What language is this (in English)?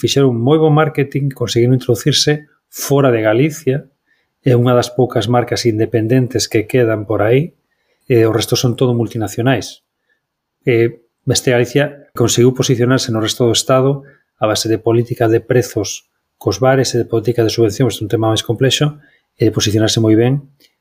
Galician